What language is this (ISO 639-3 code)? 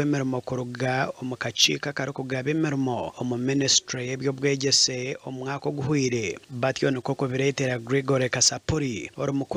nyn